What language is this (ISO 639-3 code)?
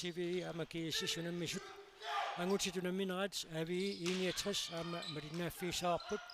kal